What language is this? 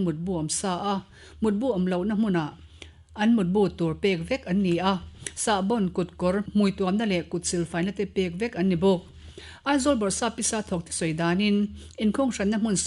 Mizo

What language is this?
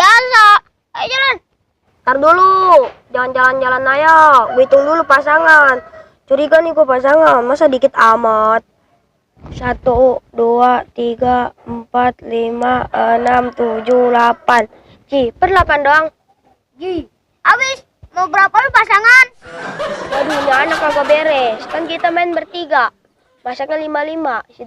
Betawi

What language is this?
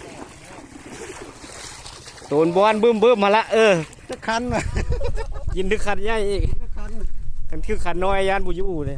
Lao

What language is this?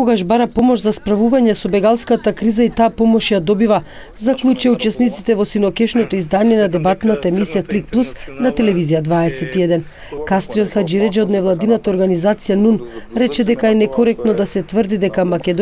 Macedonian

